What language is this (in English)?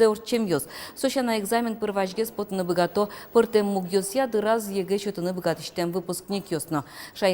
Udmurt